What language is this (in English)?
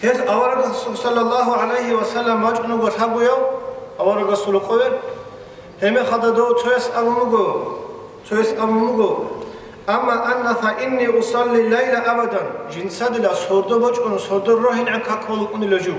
Avaric